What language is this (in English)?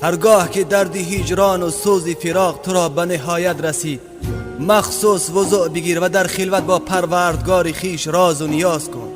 Tajik